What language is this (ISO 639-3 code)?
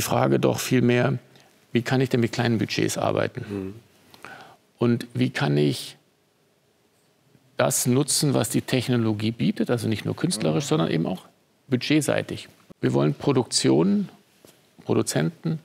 deu